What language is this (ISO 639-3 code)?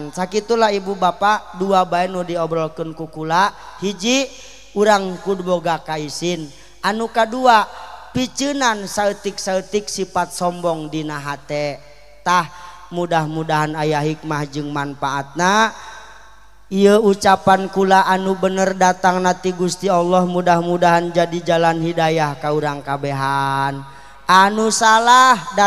sun